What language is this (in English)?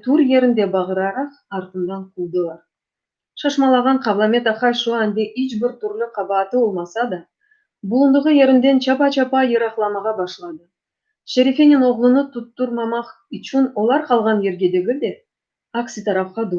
Crimean Tatar